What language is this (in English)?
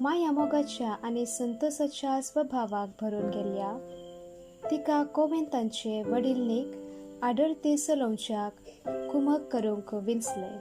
Konkani